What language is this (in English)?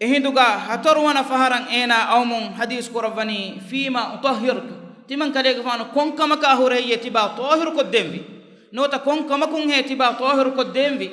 Divehi